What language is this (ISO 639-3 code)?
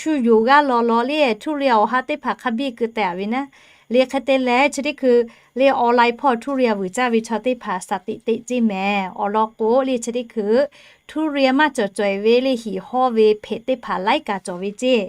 lhu